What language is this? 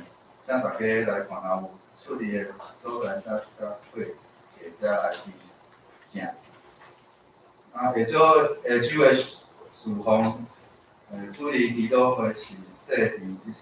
Min Nan Chinese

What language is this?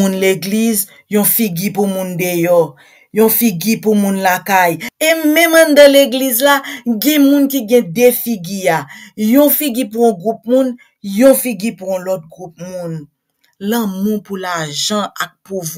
Haitian Creole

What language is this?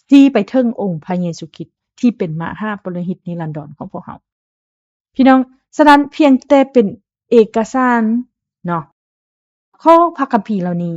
Lao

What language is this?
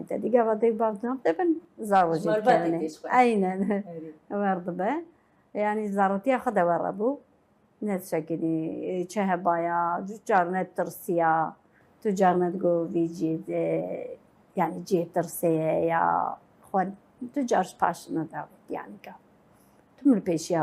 Kurdish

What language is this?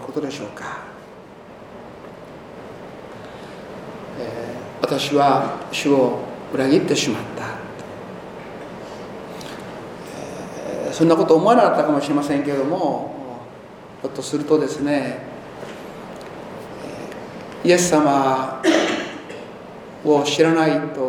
Japanese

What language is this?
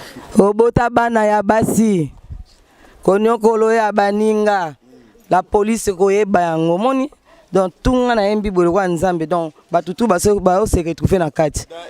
Lingala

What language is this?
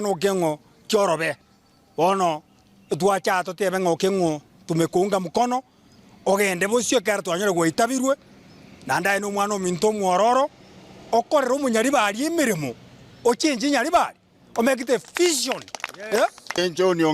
Gusii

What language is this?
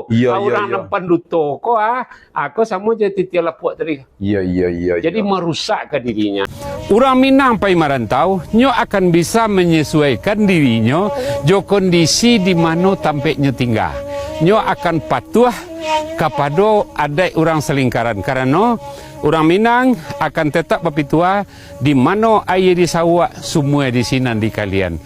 Minangkabau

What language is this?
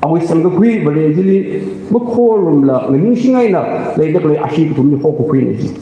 Tangkhul Naga (India)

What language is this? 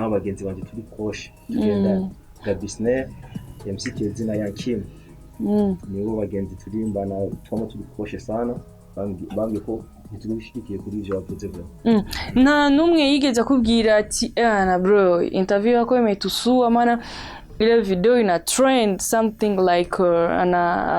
Rundi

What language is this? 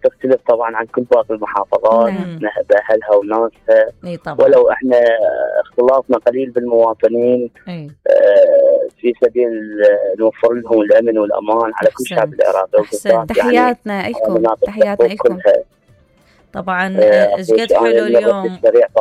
Mesopotamian Arabic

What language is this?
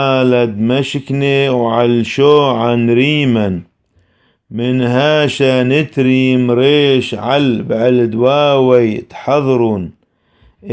Classical Syriac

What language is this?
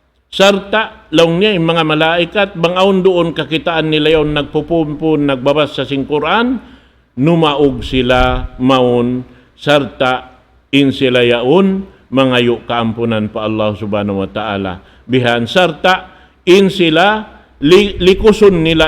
Tausug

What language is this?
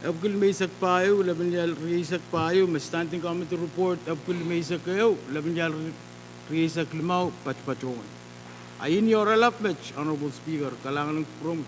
Pohnpeian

